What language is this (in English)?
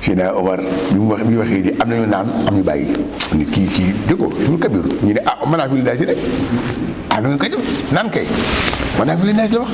Wolof